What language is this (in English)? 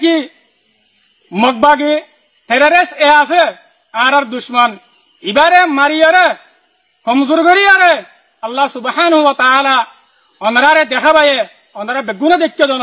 Rohingya